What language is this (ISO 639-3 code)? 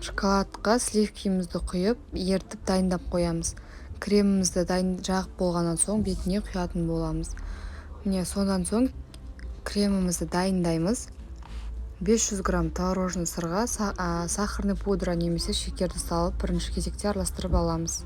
kaz